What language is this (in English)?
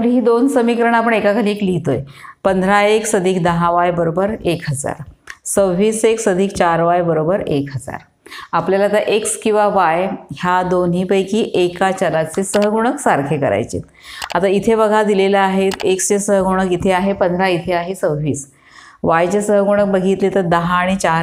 Marathi